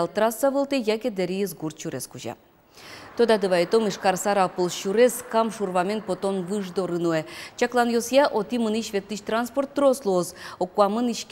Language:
Udmurt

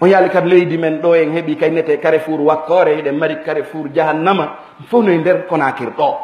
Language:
Fula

